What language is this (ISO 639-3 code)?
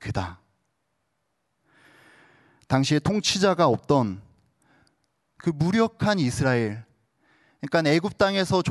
kor